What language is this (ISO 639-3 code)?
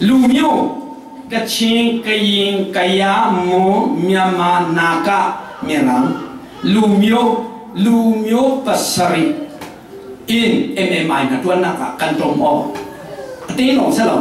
cfm